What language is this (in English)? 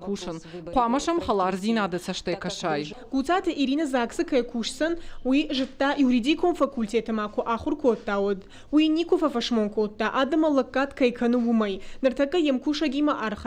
Ossetic